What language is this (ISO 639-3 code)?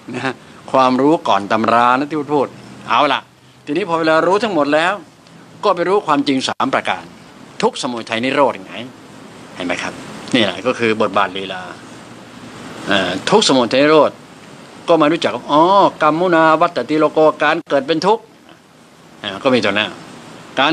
tha